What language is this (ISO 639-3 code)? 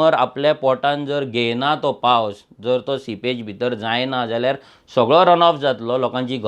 kok